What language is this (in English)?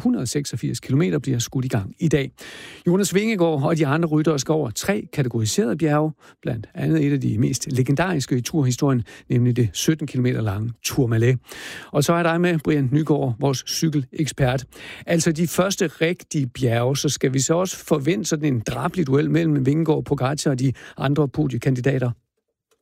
Danish